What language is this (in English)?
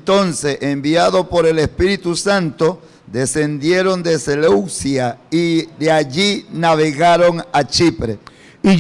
Spanish